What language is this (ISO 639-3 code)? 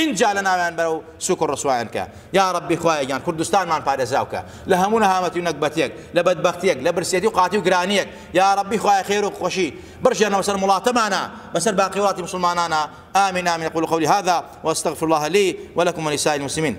ckb